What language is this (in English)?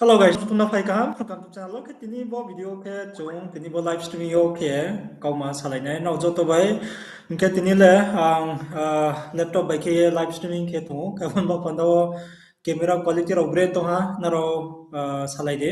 Riang (India)